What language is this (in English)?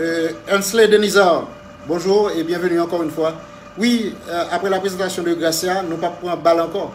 Haitian Creole